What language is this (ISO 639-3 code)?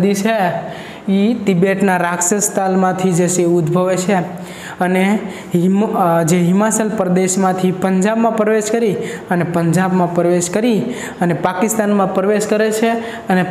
guj